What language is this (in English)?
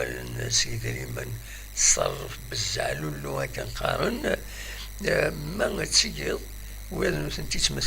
Kabyle